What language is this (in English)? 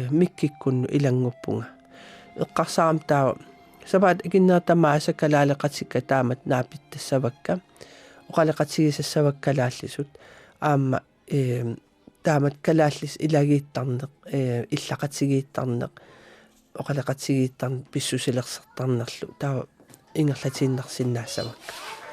Kalaallisut